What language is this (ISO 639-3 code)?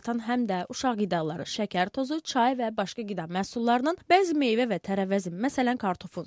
aze